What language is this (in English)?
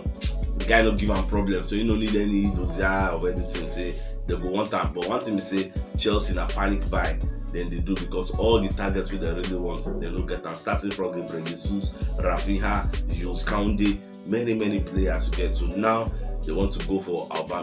Nigerian Pidgin